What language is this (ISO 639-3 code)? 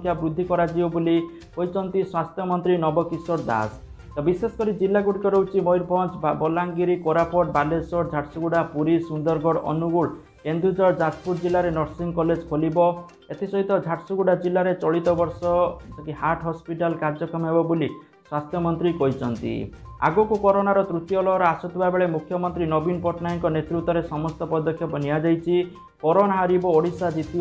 ori